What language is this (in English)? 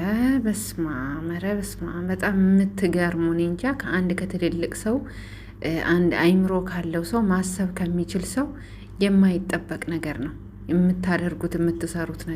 Amharic